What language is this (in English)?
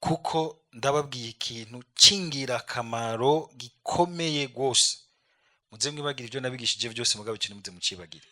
Rundi